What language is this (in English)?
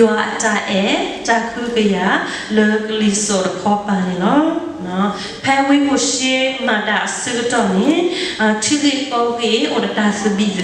S'gaw Karen